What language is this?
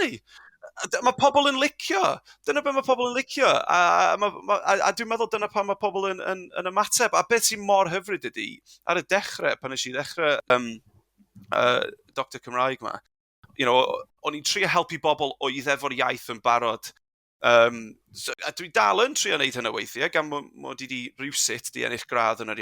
Welsh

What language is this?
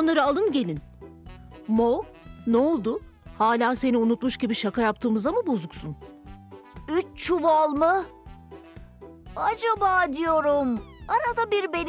Turkish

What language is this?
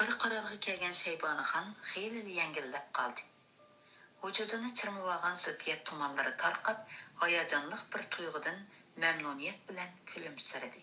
Uyghur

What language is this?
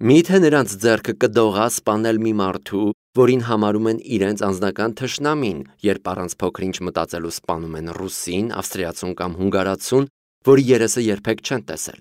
Armenian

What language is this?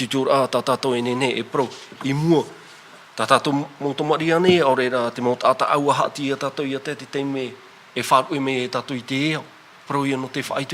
Tahitian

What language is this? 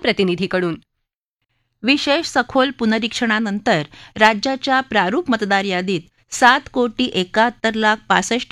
Marathi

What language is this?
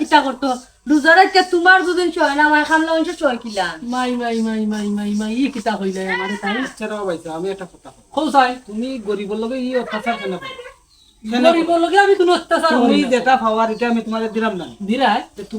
Sylheti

